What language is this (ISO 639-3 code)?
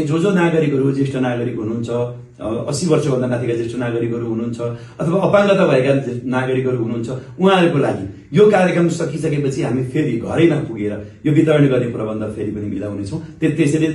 nep